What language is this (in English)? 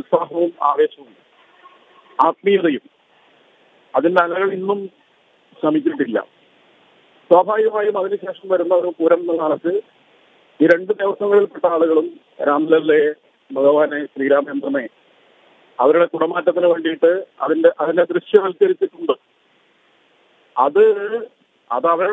Malayalam